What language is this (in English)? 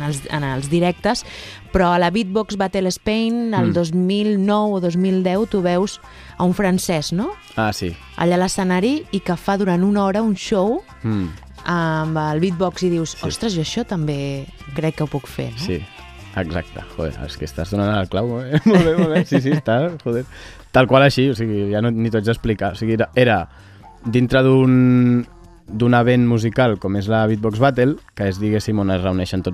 Catalan